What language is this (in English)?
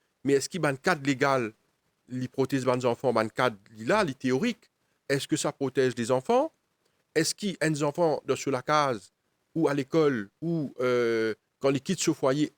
Morisyen